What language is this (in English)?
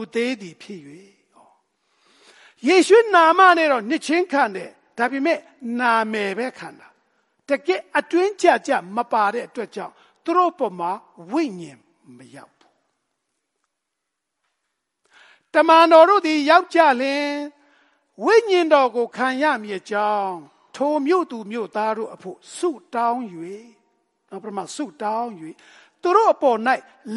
Burmese